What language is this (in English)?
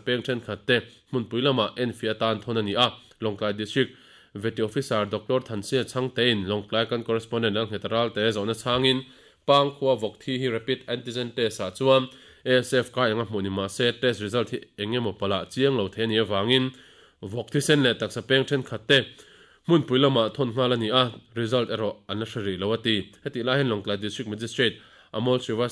Mizo